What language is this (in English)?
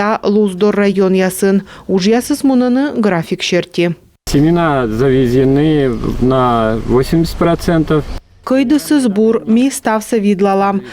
Komi